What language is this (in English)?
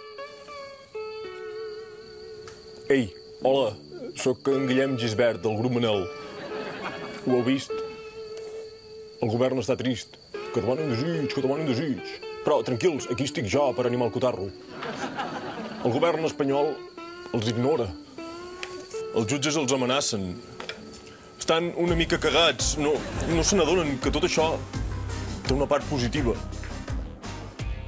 Catalan